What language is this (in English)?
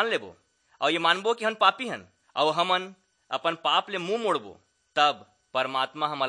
Chhattisgarhi